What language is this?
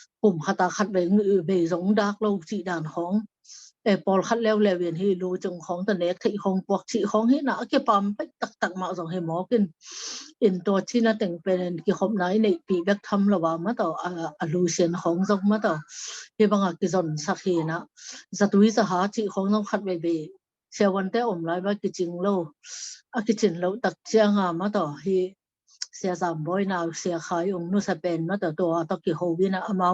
Tedim Chin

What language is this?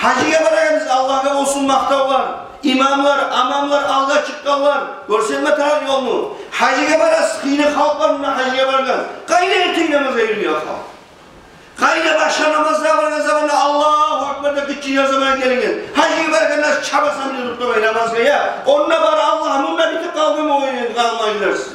Kumyk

